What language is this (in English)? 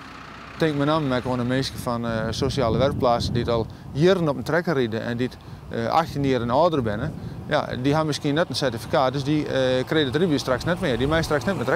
Western Frisian